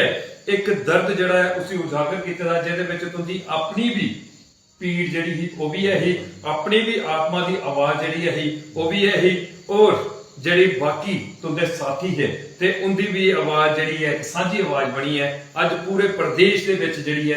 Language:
Dogri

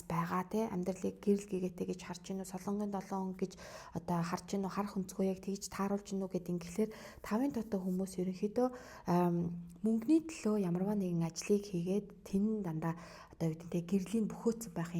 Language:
Mongolian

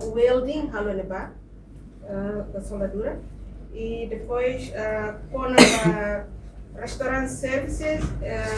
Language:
Tetum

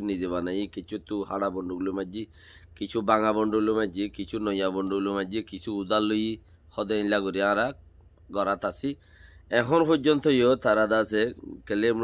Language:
Rohingya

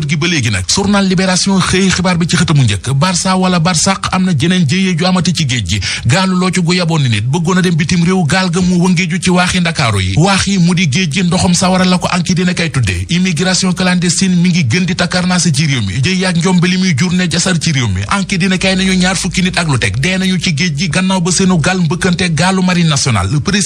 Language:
Wolof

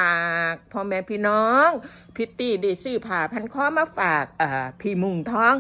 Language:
Northeastern Thai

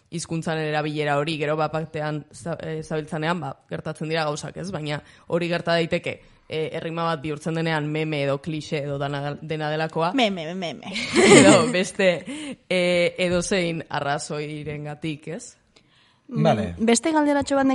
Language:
Basque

